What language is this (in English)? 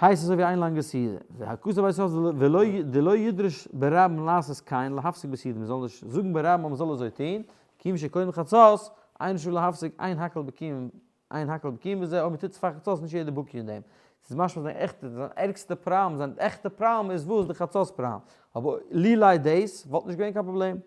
Yiddish